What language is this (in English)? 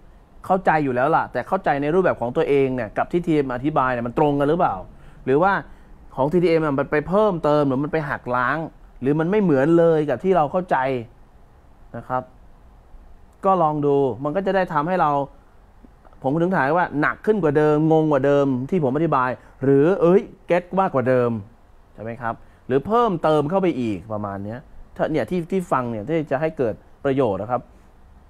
Thai